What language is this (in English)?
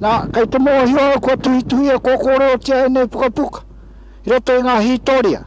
Māori